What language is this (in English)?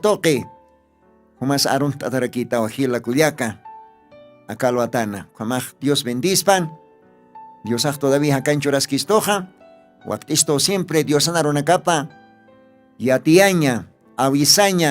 Aymara